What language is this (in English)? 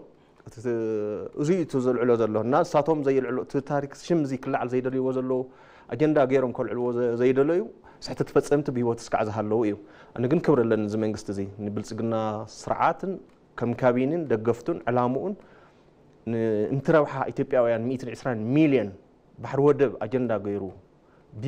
Tigrinya